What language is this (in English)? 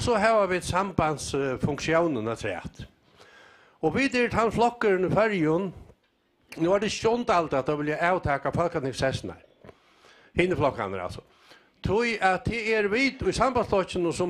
Faroese